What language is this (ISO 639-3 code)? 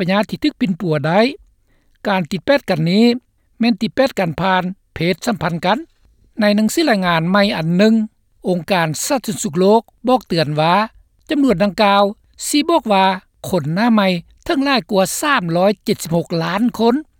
lao